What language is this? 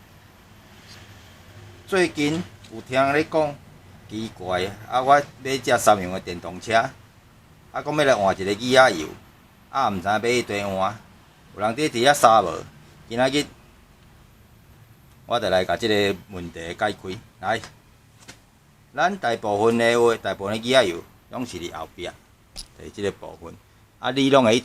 Min Nan Chinese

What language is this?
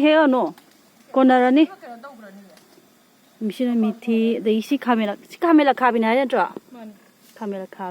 Manipuri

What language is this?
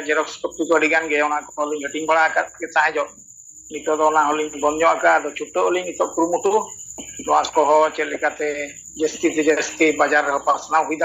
Santali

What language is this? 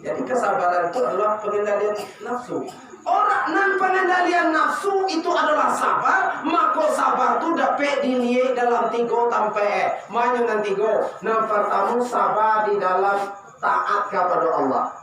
Minangkabau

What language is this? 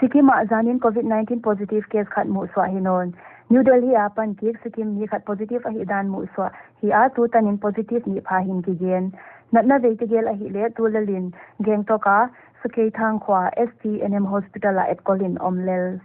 Paite Chin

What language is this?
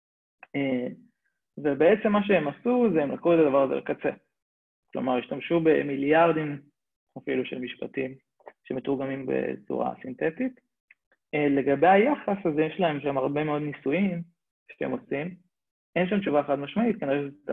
Hebrew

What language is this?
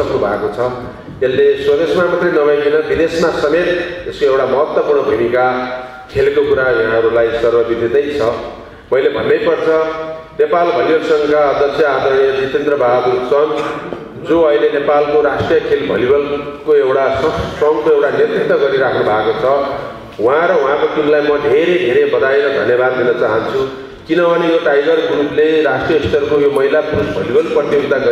Nepali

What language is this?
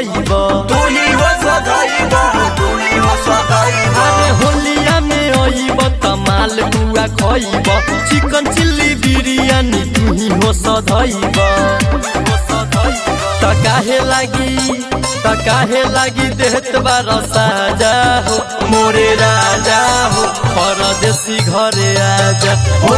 Bhojpuri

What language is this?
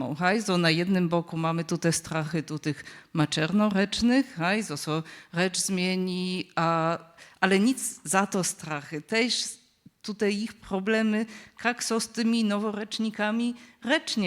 Upper Sorbian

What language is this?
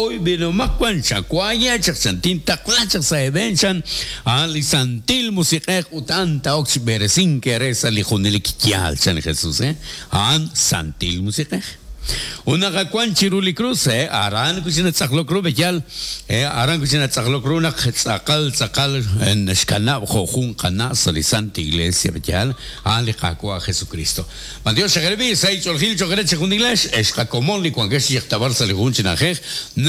Kekchí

